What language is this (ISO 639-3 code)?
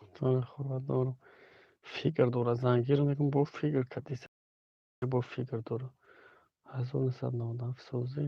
tgk